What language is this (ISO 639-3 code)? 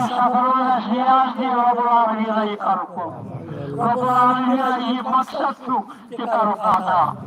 kas